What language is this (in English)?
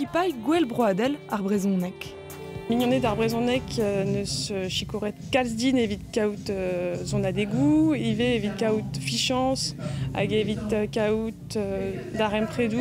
Breton